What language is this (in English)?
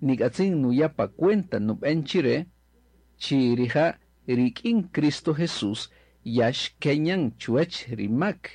Kaqchikel